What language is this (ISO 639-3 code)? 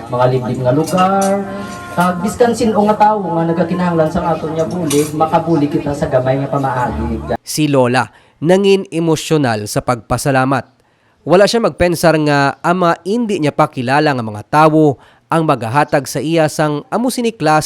hil